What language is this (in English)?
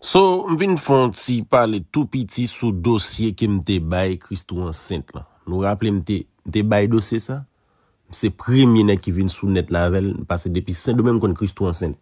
Haitian Creole